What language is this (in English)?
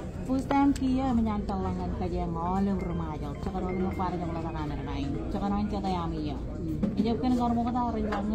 Marshallese